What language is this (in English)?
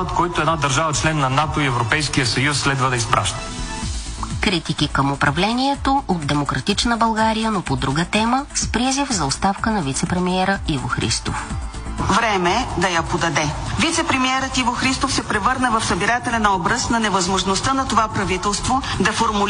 Bulgarian